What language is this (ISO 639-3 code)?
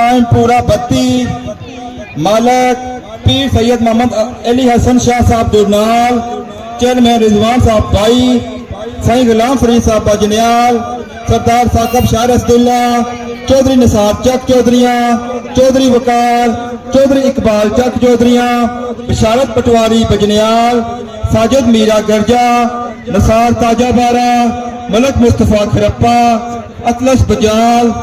phr